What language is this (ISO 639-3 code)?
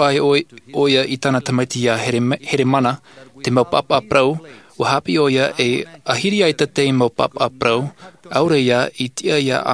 tah